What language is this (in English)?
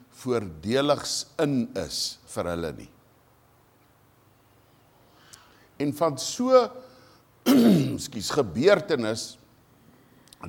Afrikaans